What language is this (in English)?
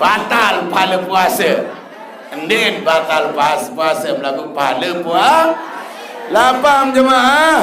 Sasak